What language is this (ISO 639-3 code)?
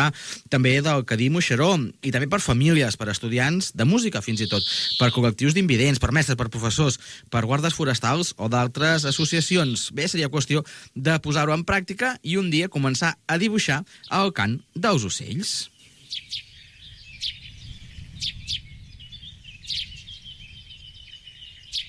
cat